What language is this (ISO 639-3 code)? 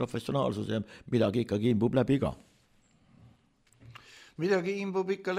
est